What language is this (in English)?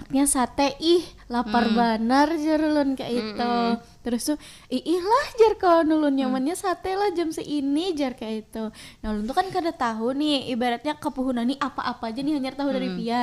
Banjar